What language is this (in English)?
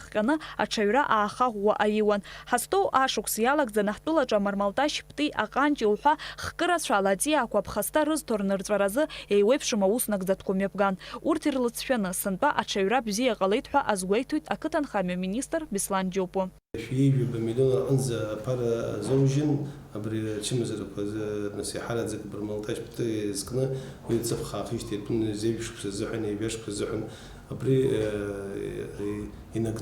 Abkhazian